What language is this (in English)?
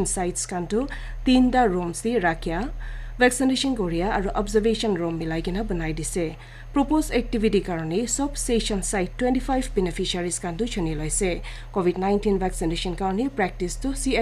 Naga Pidgin